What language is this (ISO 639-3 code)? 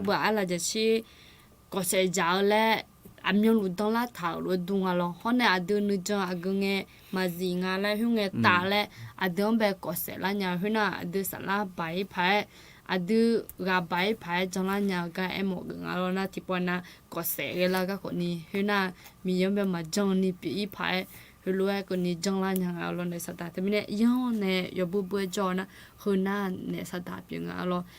ahk